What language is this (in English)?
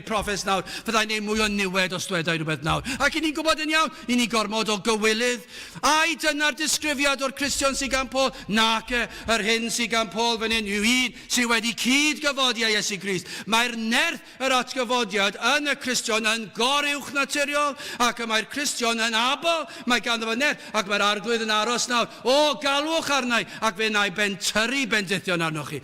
Welsh